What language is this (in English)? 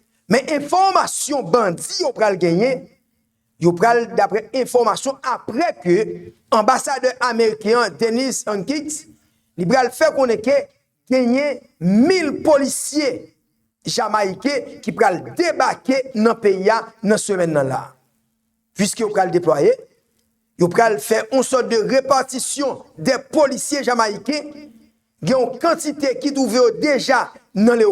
Haitian Creole